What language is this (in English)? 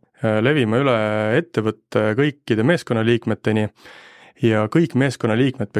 Estonian